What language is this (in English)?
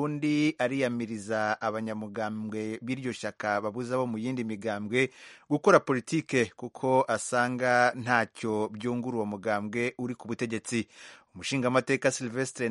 Kinyarwanda